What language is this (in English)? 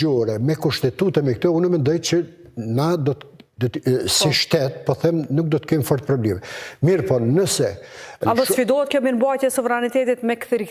Albanian